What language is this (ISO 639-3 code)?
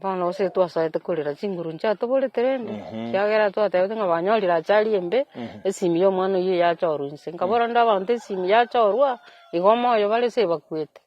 guz